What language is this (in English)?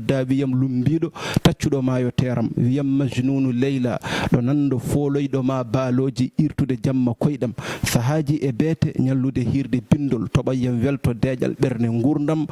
Fula